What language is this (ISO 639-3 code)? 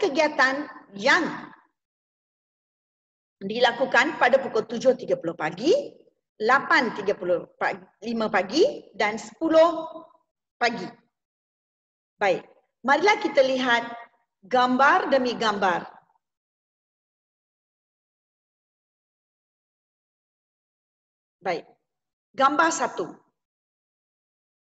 msa